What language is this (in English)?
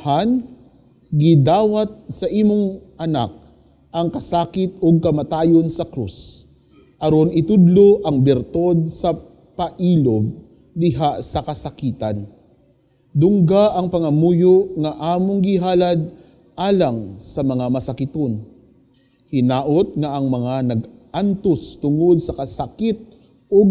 Cebuano